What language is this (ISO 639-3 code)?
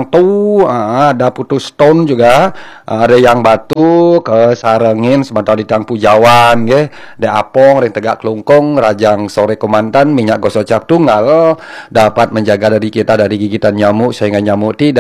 ban